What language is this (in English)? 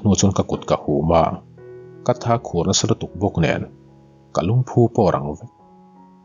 Mizo